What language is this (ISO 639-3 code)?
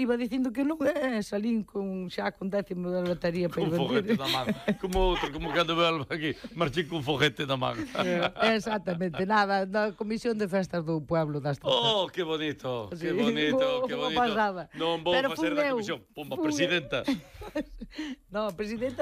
glg